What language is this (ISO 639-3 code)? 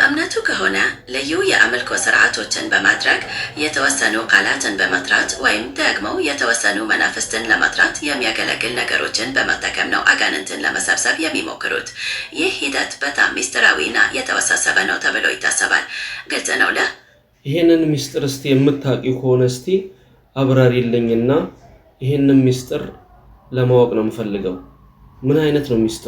amh